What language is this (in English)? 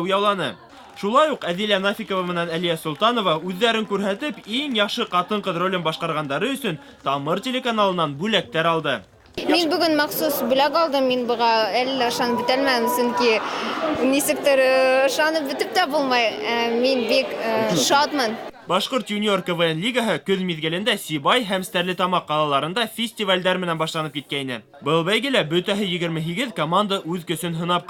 Bashkir